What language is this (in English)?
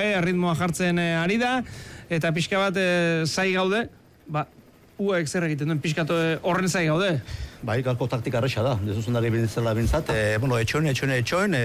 Basque